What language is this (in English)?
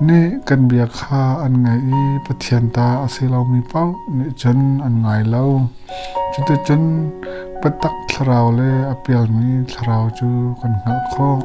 Hakha Chin